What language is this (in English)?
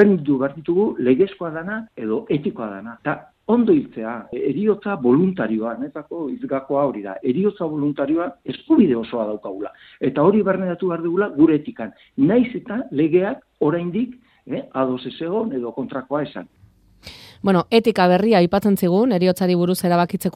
Basque